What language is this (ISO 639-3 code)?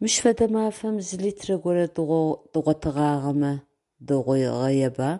ady